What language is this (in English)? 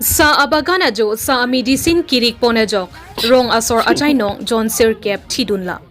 Karbi